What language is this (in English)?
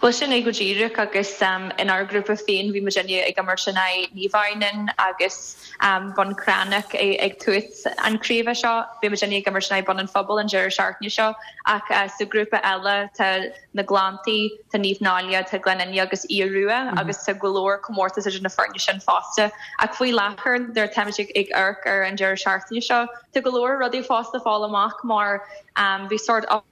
Irish